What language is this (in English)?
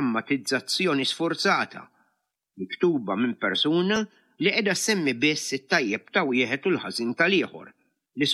Maltese